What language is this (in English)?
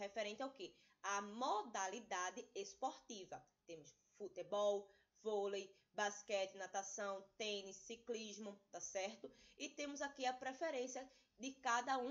Portuguese